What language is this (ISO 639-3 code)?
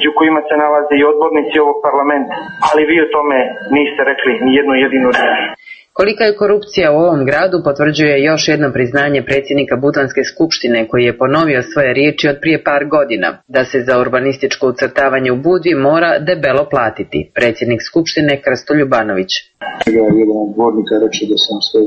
srp